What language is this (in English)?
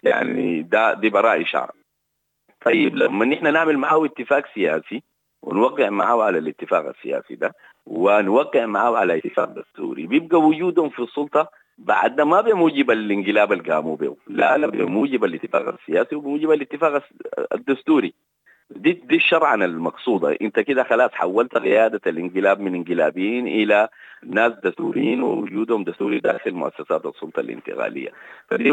Sudanese Arabic